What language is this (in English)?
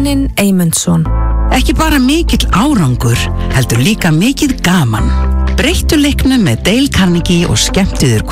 Icelandic